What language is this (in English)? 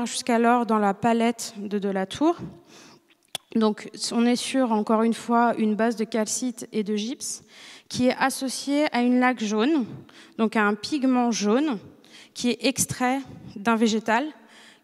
French